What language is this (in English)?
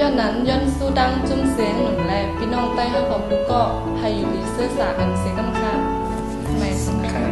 Shan